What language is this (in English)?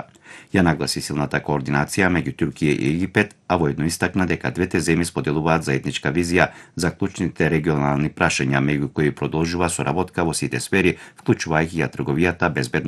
Macedonian